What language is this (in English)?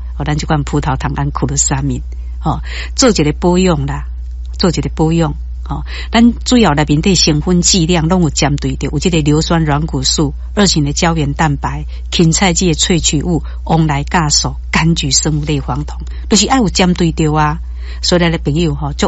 Min Nan Chinese